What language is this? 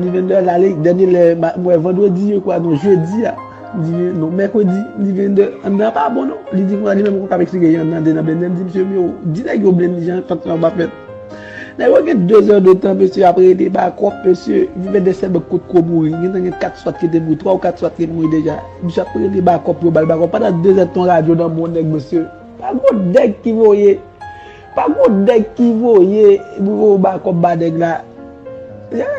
Haitian Creole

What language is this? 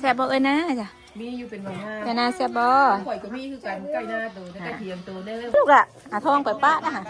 Northeastern Thai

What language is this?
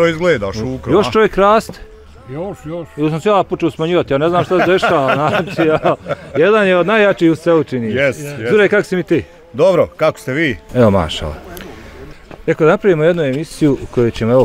Bosnian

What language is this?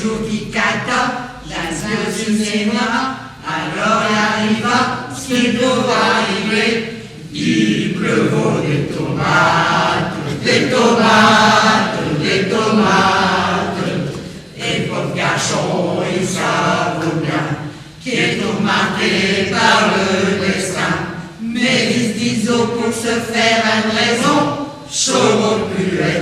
Picard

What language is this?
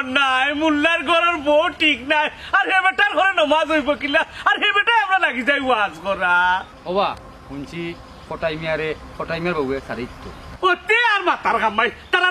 Sylheti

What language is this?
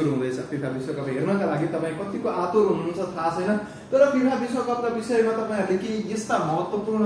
Nepali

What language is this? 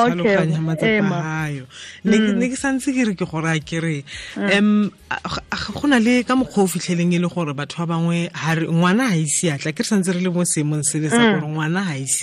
Tswana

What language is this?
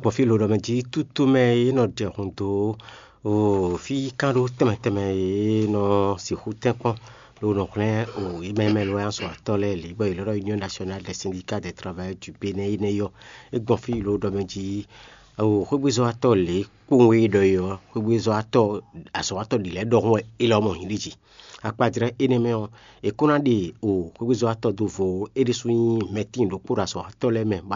Fon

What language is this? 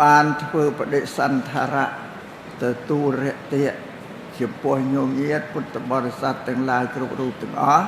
Khmer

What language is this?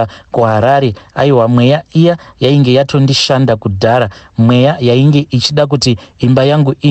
Shona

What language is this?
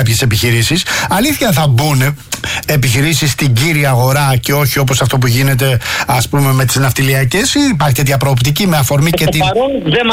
Greek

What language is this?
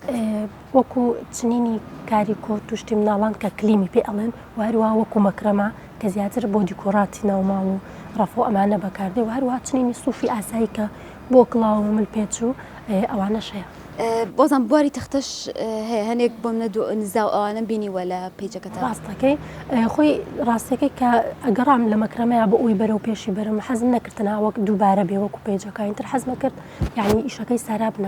Central Kurdish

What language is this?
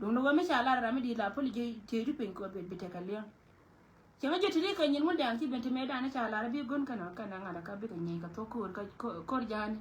Nuer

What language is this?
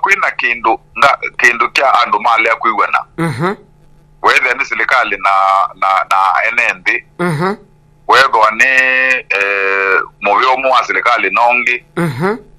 Kamba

